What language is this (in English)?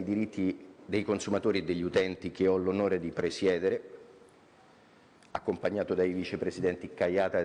Italian